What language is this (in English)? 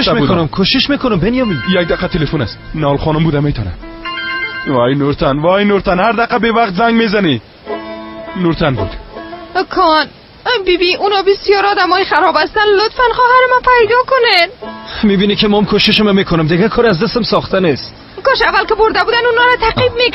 Persian